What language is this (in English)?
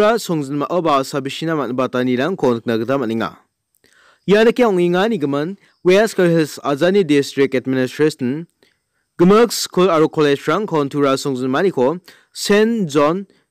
Garo